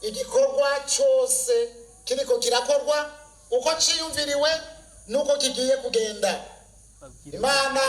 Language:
Rundi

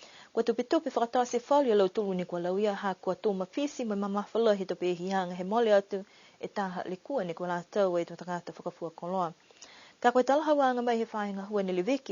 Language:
Niuean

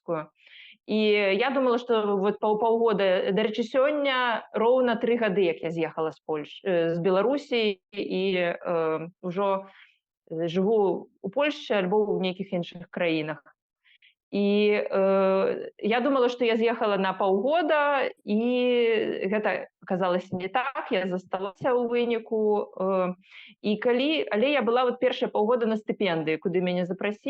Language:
Belarusian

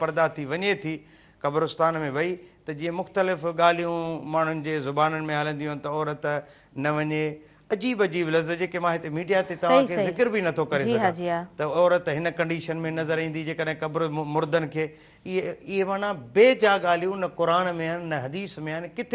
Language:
Sindhi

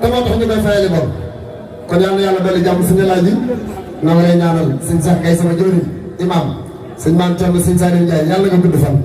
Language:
Wolof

